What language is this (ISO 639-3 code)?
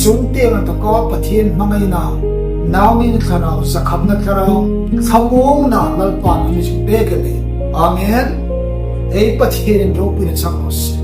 hmr